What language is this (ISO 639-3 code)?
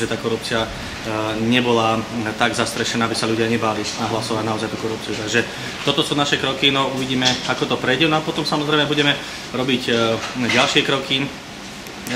slk